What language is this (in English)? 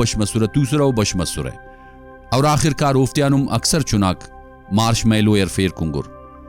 Brahui